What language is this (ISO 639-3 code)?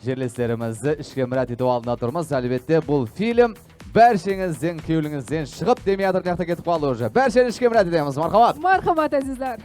kaa